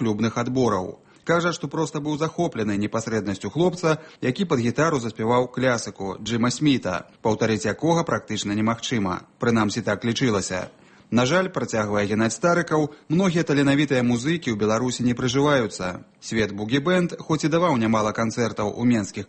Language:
Belarusian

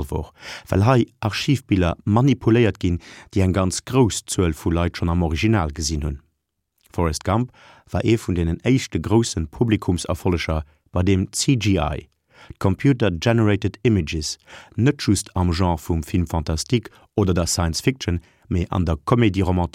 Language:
Luxembourgish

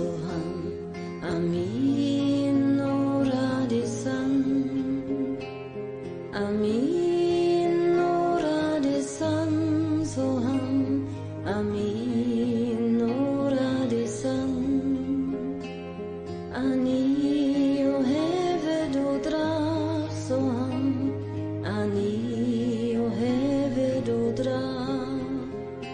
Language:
Hungarian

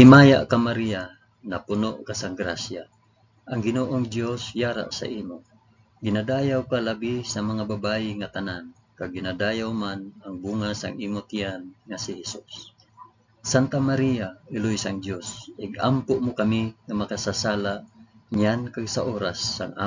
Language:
Hiligaynon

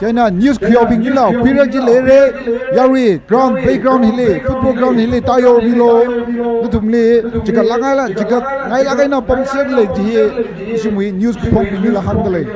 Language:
Tangkhul Naga (India)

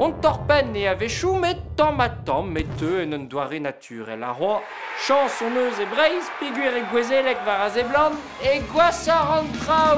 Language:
Breton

